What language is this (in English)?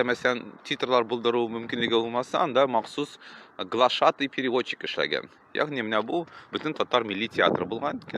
Tatar